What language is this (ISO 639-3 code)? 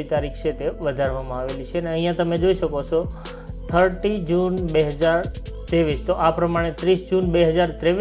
guj